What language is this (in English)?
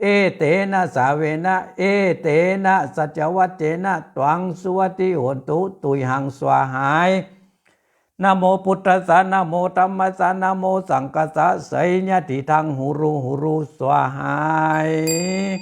Pali